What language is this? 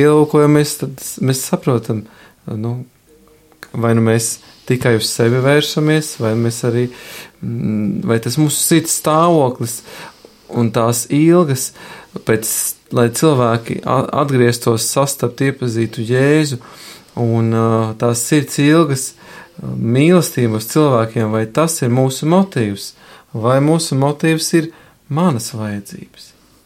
Latvian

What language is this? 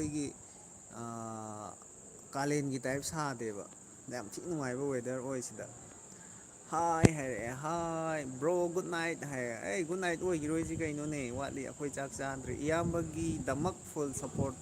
Manipuri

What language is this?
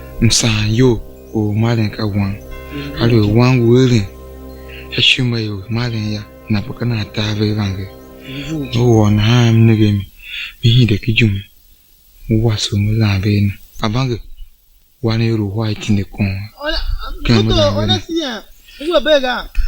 Tiv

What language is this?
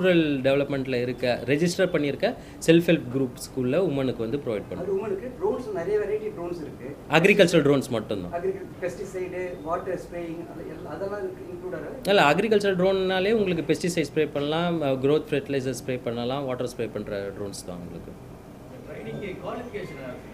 Tamil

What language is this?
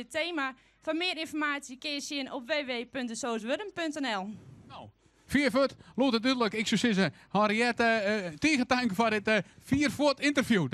Western Frisian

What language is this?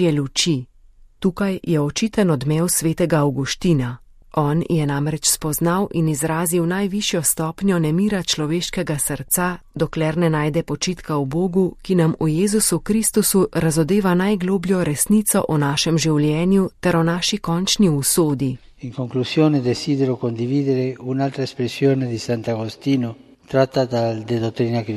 Slovenian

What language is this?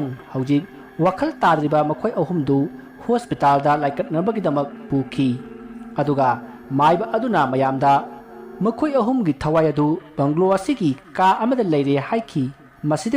Manipuri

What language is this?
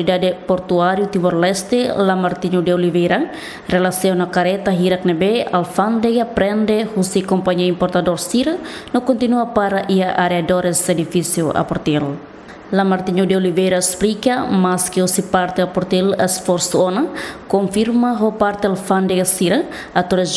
Tetum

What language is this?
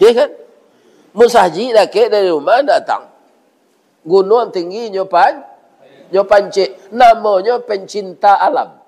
Minangkabau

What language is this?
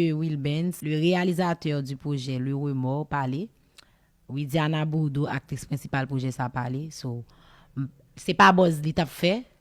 Haitian Creole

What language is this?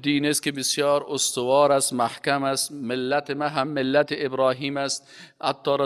Persian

